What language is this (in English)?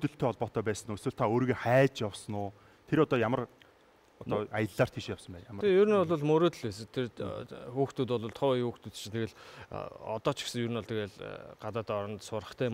Mongolian